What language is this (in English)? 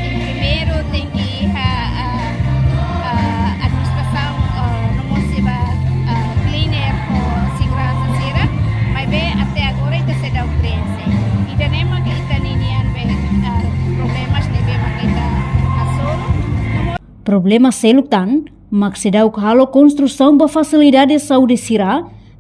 Tetum